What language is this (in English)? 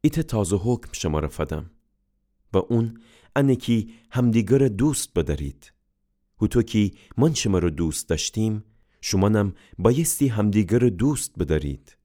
Gilaki